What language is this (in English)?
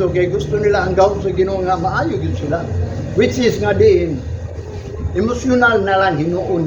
Cebuano